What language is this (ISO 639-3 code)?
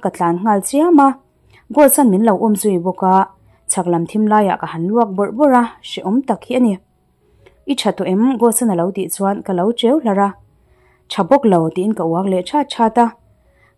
lus